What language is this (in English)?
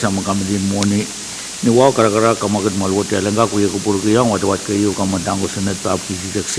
Pohnpeian